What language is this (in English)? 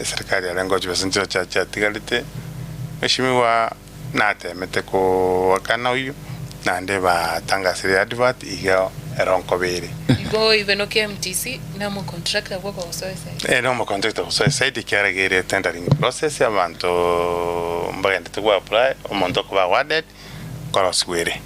Gusii